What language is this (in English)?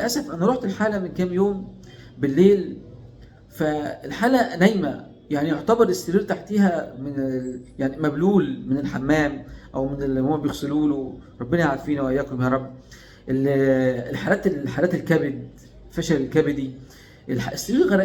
Egyptian Arabic